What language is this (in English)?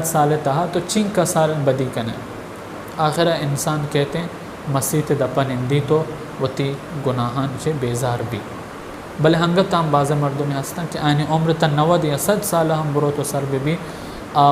Baluchi